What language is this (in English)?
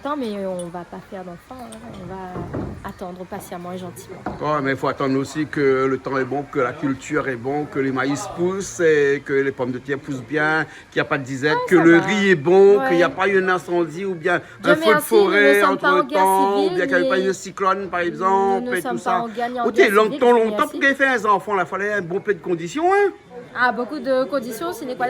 Réunion Creole French